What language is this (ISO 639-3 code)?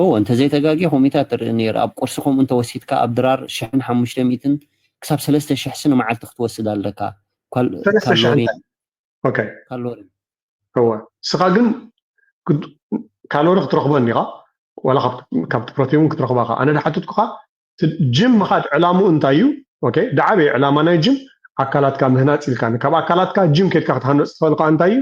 tir